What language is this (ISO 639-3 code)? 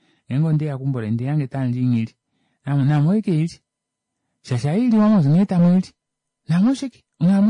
kua